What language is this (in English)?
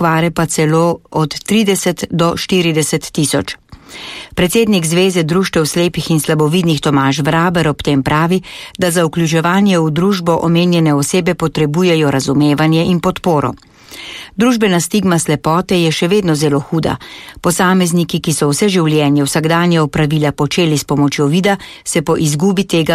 Slovenian